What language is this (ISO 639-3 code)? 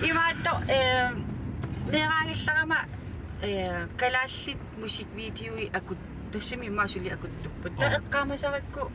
kal